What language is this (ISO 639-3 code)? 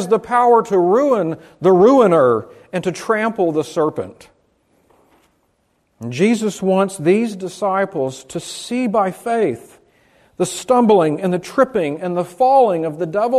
eng